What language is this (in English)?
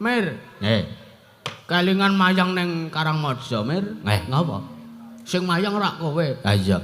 Javanese